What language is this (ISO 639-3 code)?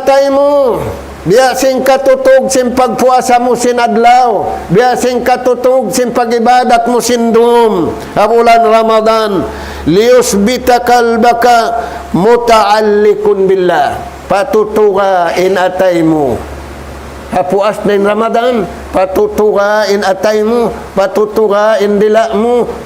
tsg